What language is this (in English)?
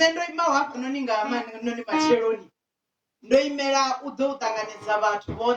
Venda